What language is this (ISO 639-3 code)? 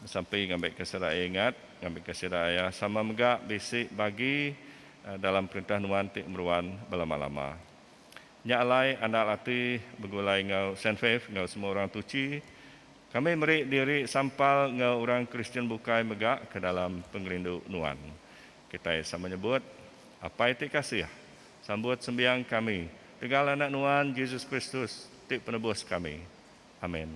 iba